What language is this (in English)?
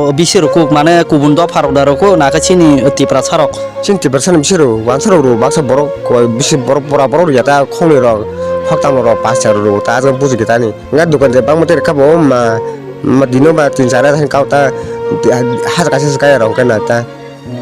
Kok Borok